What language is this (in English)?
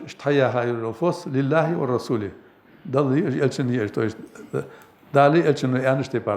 Ingush